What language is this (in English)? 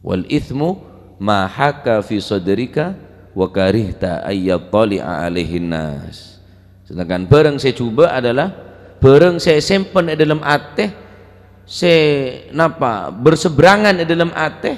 Madurese